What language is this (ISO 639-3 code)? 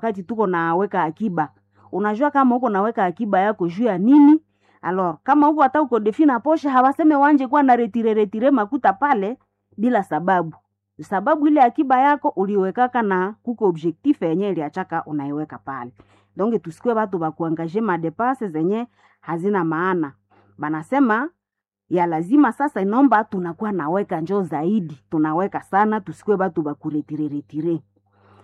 swa